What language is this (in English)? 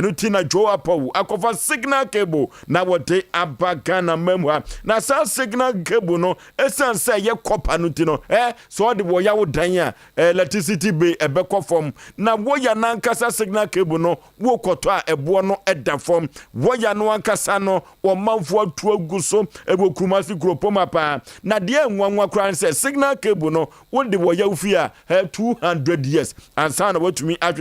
Akan